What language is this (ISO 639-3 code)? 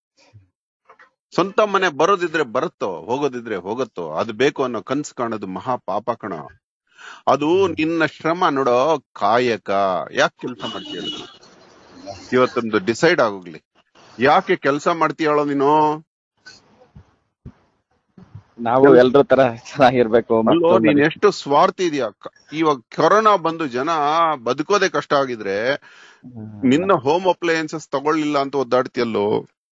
kan